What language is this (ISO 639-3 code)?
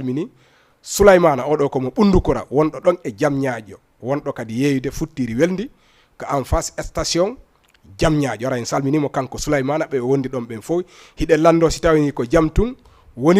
ful